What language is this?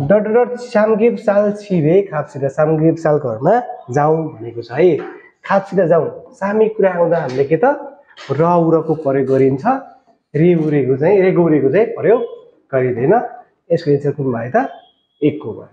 Nepali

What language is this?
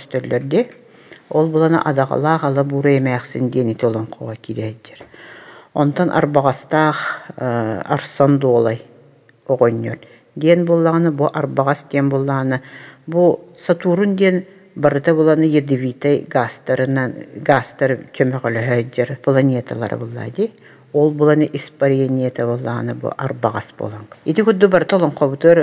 Yakut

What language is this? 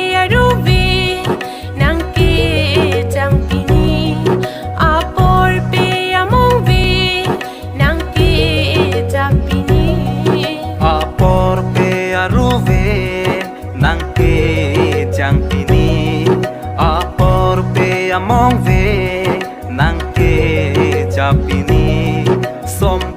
Karbi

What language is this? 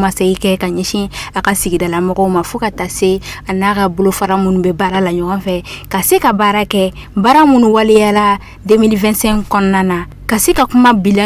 Bambara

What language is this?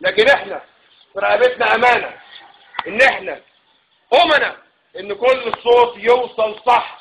Egyptian Arabic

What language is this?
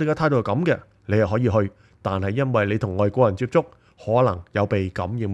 Cantonese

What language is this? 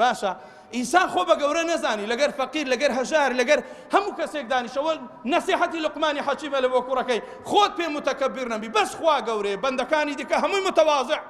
Central Kurdish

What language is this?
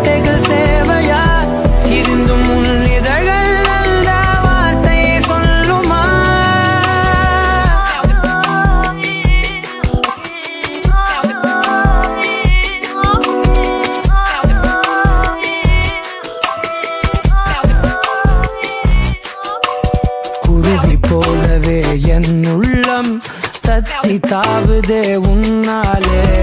Tamil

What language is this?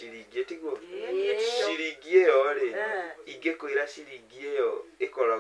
Kikuyu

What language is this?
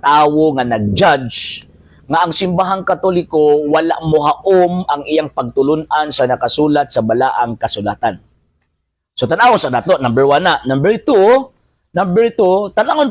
Cebuano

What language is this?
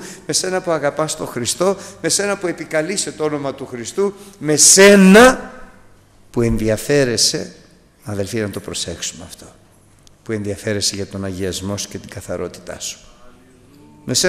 Greek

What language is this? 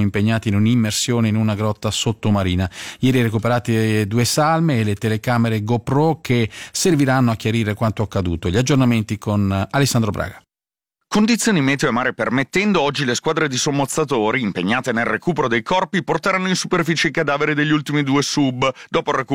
Italian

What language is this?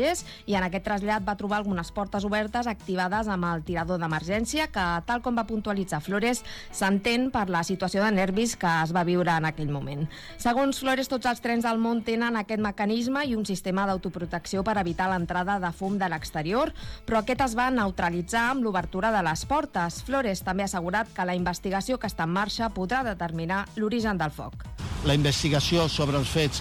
Catalan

